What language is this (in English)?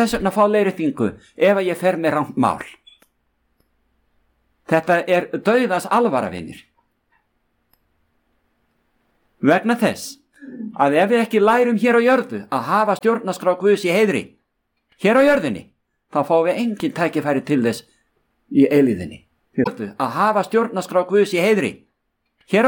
Icelandic